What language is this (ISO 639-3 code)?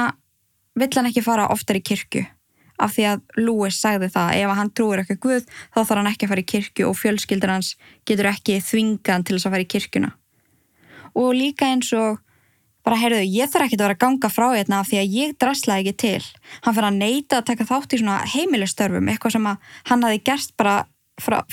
isl